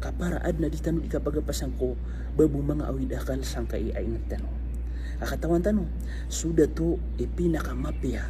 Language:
Maranao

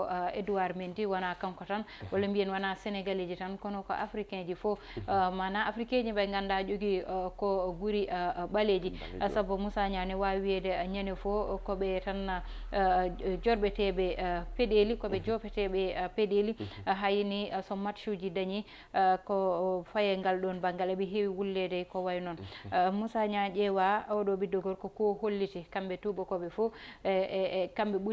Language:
Fula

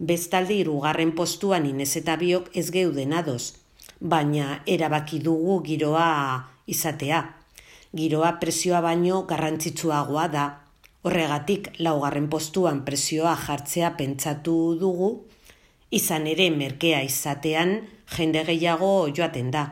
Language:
Basque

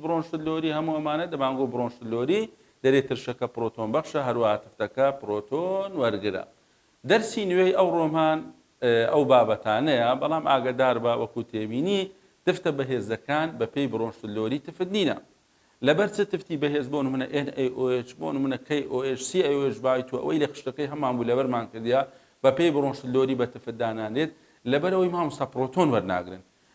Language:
Central Kurdish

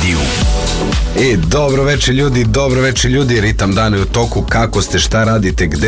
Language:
Serbian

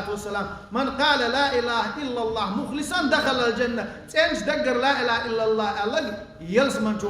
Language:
Chechen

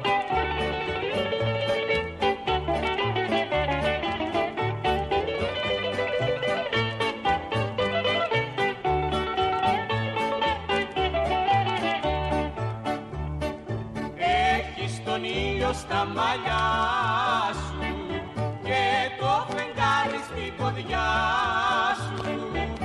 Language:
Greek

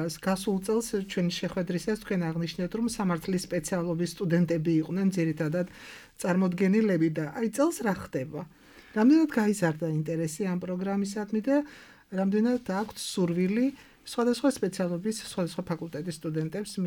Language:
Georgian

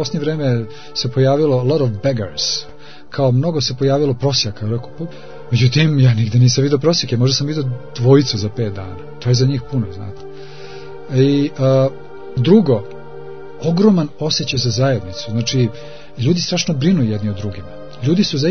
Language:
Serbian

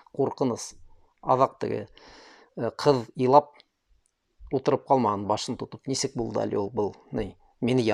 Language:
Bashkir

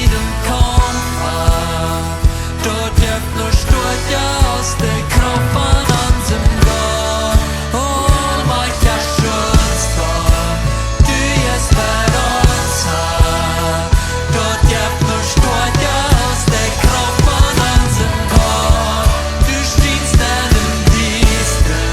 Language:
Plautdietsch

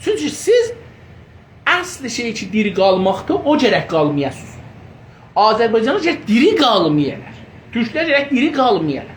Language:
South Azerbaijani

